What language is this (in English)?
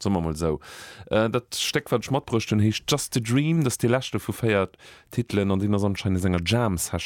Luxembourgish